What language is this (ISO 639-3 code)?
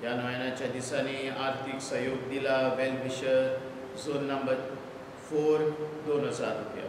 kok